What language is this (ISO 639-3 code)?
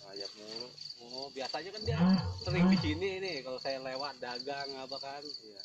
bew